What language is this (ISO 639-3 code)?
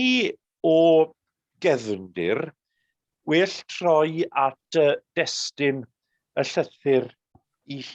cym